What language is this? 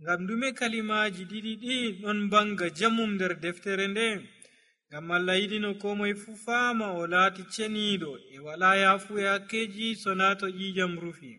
Nigerian Fulfulde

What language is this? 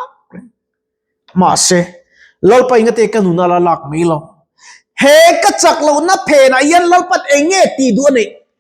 Mizo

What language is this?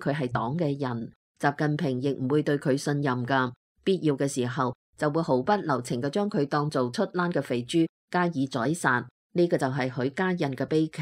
Cantonese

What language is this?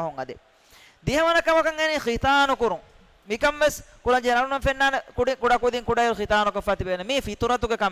Divehi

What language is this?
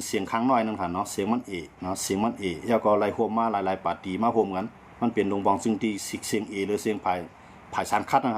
Shan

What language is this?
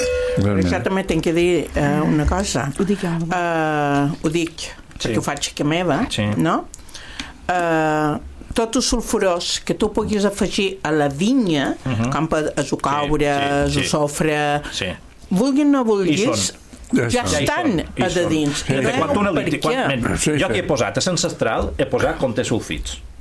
Catalan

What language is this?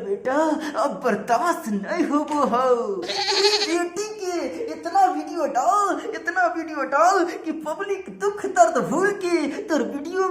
Magahi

